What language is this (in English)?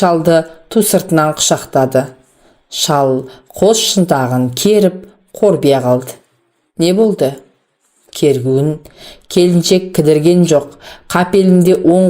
Kazakh